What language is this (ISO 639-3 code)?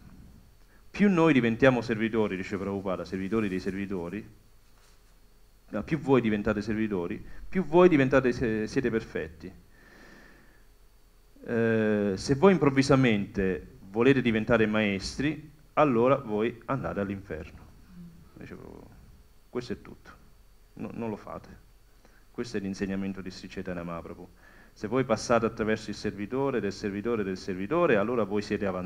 ita